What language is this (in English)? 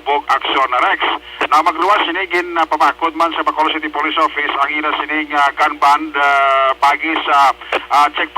Hiligaynon